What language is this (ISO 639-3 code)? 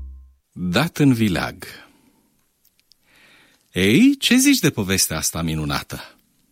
ron